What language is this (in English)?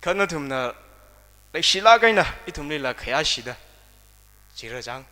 Tangkhul Naga (India)